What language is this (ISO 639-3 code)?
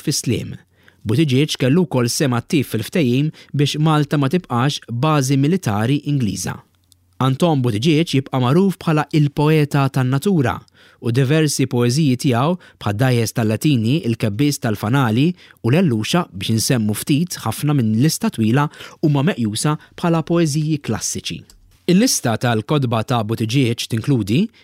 mlt